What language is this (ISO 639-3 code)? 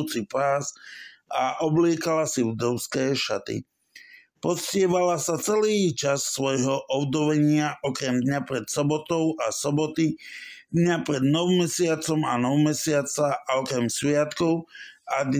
slk